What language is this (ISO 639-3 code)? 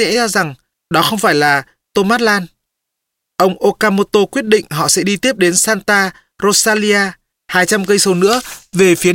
vie